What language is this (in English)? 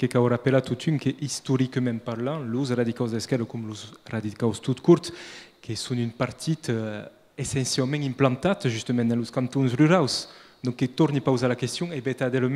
Occitan